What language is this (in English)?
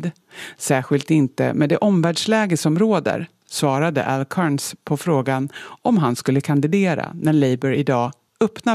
Swedish